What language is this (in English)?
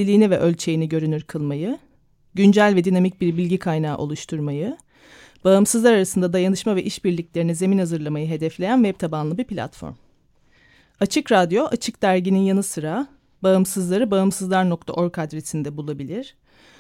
Turkish